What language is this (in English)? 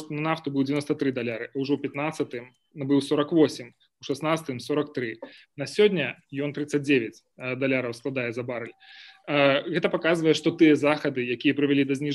Belarusian